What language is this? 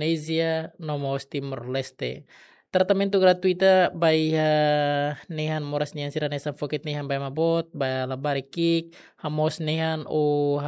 Tetum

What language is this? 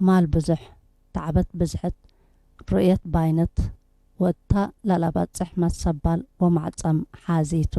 Tigre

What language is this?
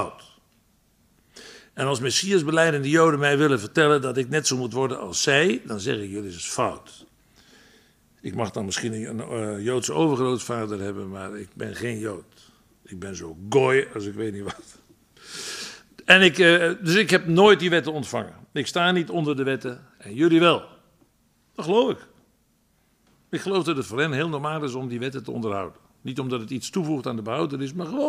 Dutch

